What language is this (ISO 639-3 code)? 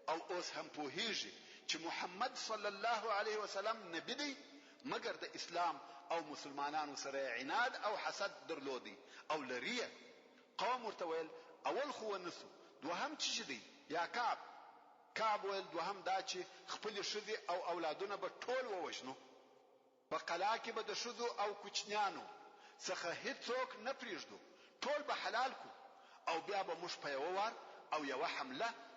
pus